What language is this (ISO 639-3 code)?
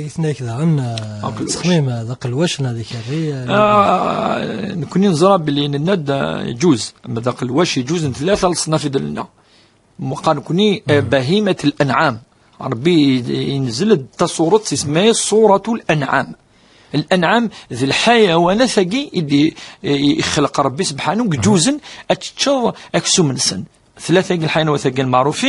kab